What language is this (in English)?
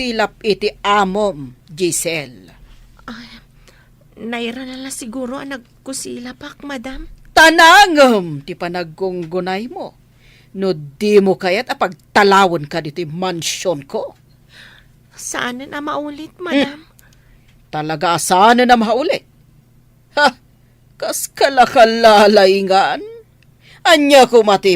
Iloko